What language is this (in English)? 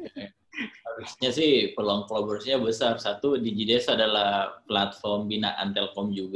Indonesian